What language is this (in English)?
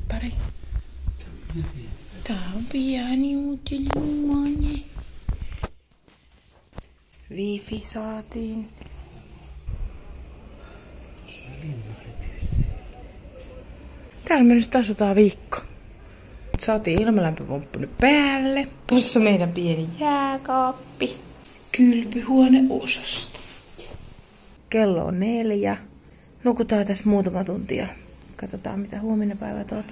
Finnish